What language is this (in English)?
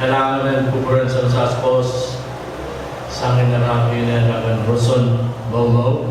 Pohnpeian